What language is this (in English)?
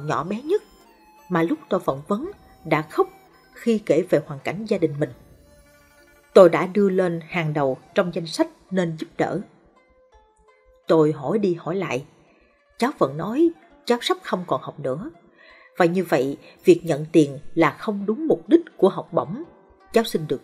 Vietnamese